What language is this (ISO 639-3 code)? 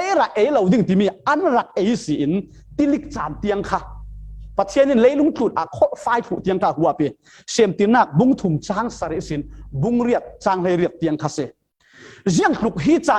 cfm